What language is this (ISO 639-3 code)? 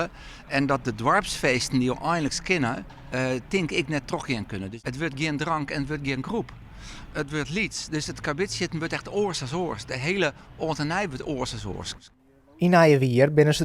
fry